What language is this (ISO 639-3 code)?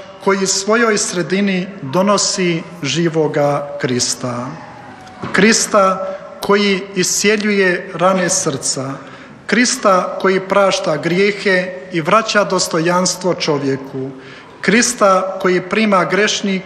hrv